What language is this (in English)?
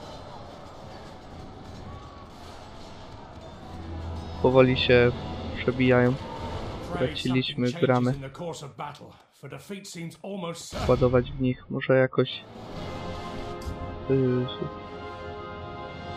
Polish